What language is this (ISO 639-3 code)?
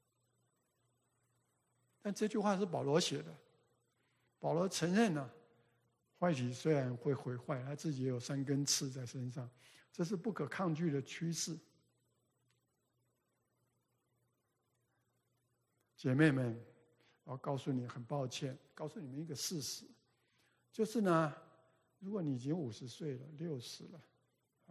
zho